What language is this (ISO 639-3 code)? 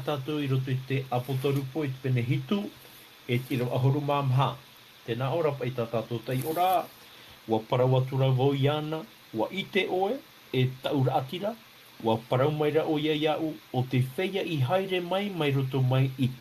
tah